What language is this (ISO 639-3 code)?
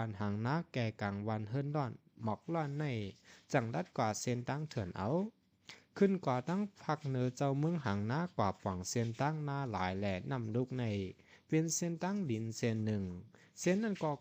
shn